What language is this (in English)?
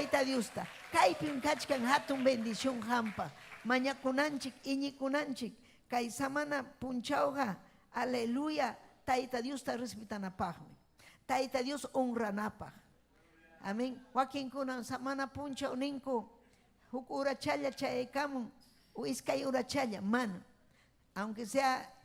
Ayacucho Quechua